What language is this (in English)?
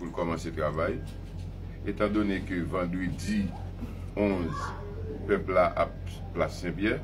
Haitian Creole